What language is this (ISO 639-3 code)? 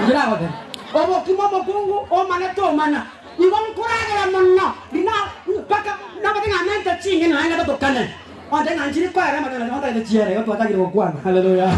guz